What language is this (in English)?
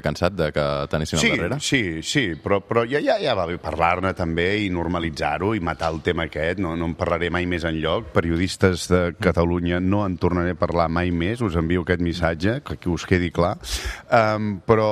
Catalan